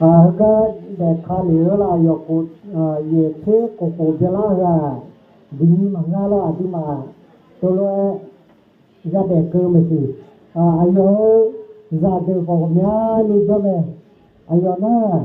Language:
Akha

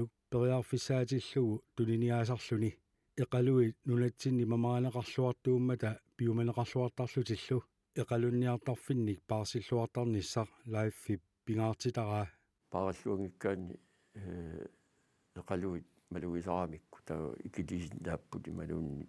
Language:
Kalaallisut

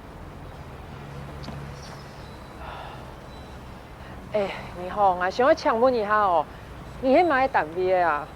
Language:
Hakka Chinese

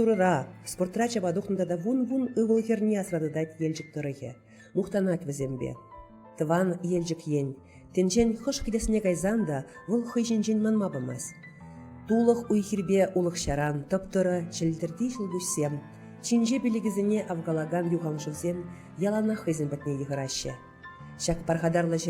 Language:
Chuvash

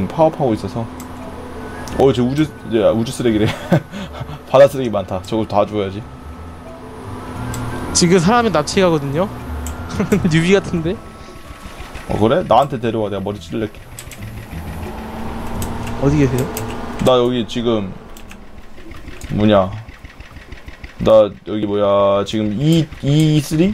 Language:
Korean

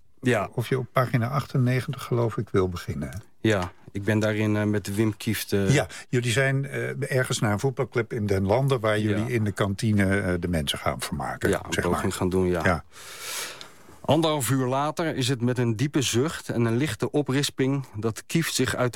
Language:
Dutch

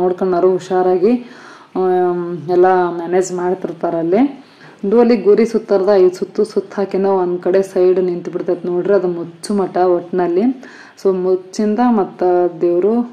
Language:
Kannada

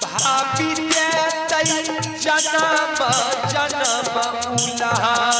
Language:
Maithili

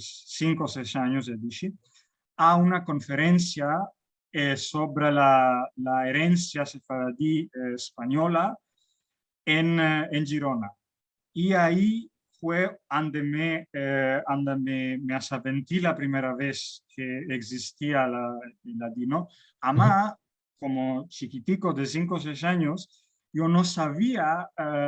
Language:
Ladino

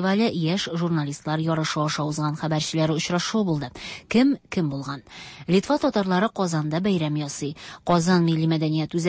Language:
Tatar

